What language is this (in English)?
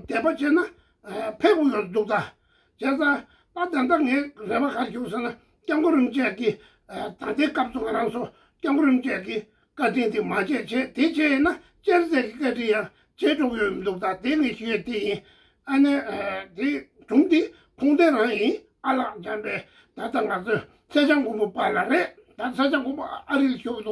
Tibetan